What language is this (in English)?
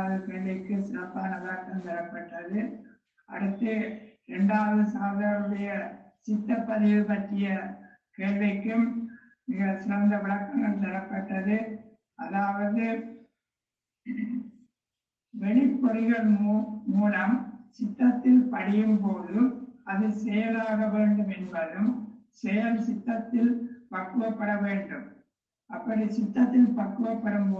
Tamil